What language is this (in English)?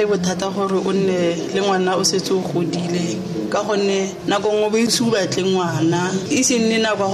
Tswana